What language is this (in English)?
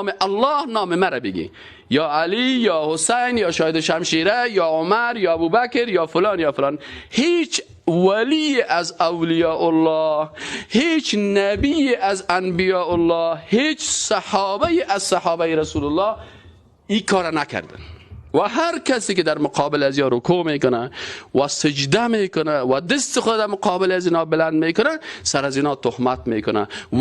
Persian